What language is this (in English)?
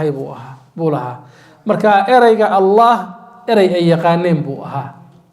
Somali